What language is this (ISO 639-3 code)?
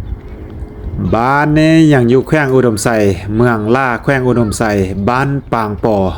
lao